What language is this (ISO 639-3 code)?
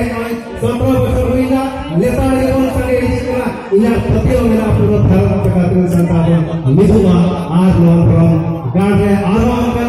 sat